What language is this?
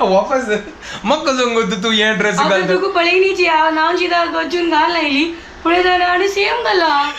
Konkani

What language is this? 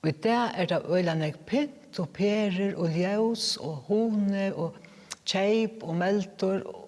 Faroese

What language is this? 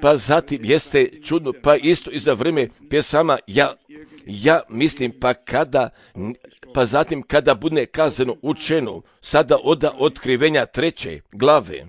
Serbian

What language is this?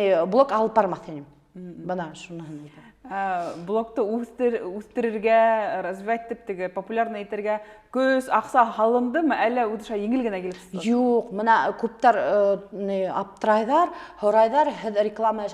Bashkir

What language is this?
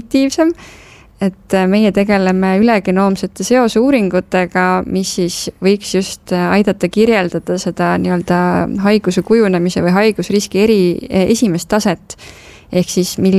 Estonian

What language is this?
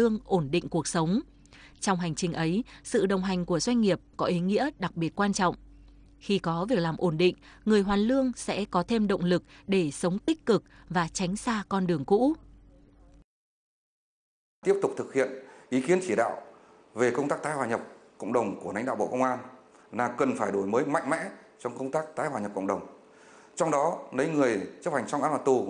Vietnamese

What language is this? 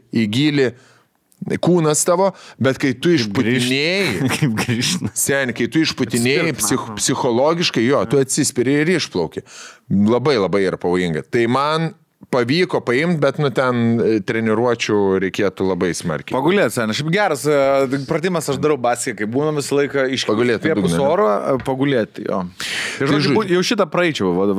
Lithuanian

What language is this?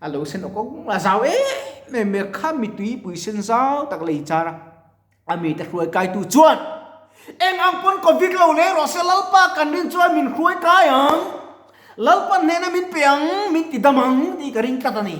Mizo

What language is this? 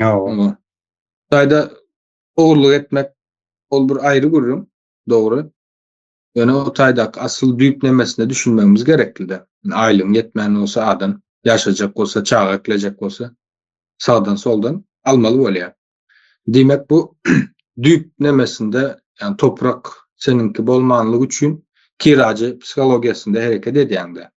Turkmen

